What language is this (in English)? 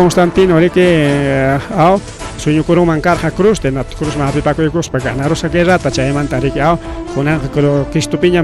Ayacucho Quechua